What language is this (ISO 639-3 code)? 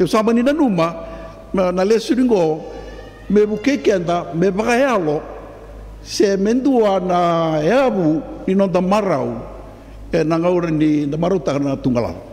fij